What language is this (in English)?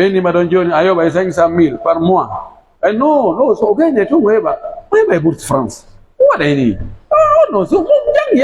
Pular